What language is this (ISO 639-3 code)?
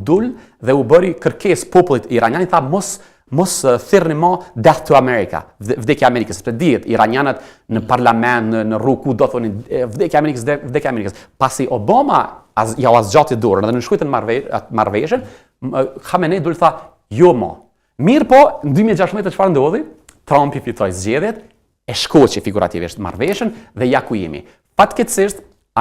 sqi